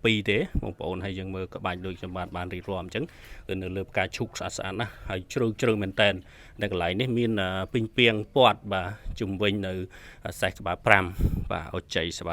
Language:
Khmer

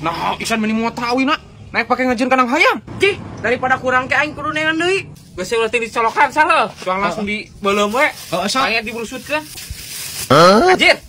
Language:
Sundanese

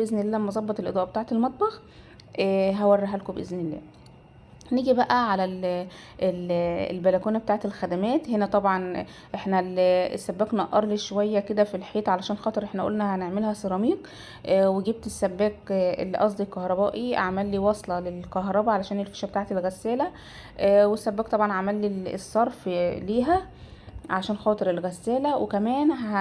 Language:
Egyptian Arabic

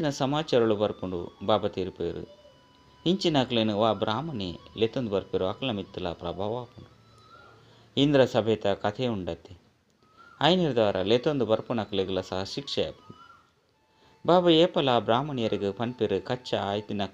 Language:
Tulu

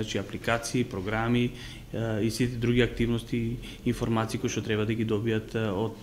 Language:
Macedonian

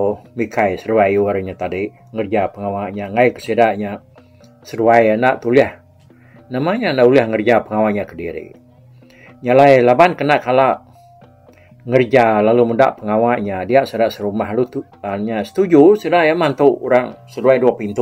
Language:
Iban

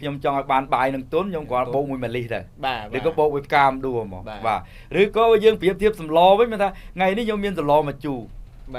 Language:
Khmer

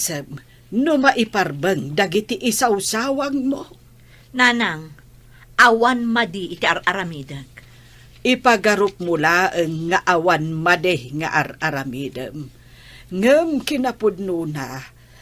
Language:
Iloko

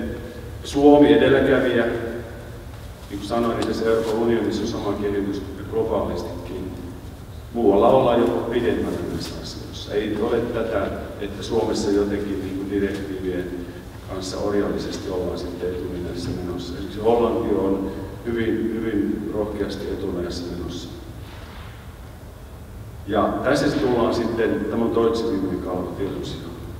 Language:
Finnish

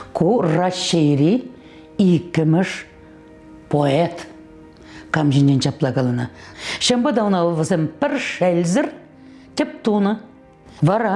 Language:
Chuvash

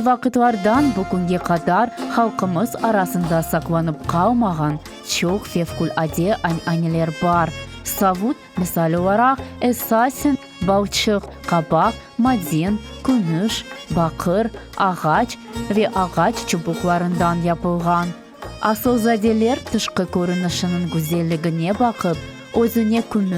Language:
Crimean Tatar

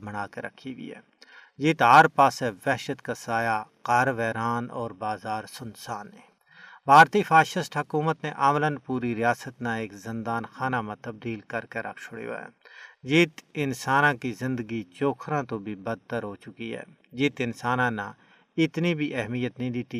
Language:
Gujari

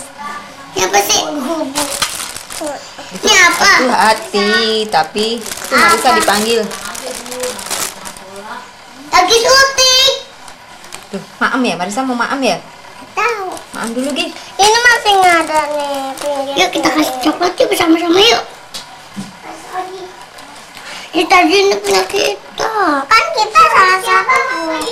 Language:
Indonesian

